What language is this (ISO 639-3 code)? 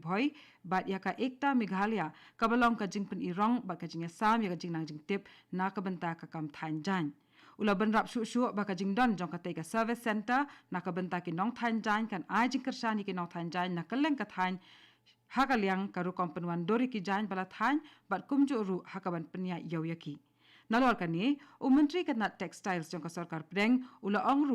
kha